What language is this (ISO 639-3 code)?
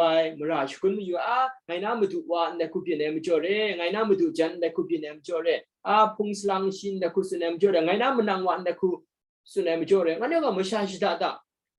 kac